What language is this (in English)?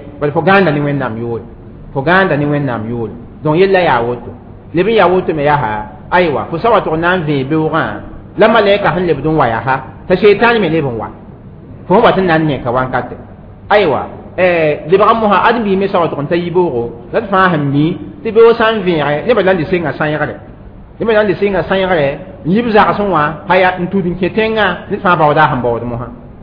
Mossi